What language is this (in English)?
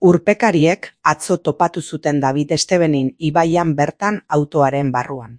Basque